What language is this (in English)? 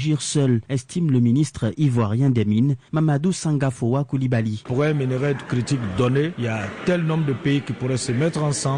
French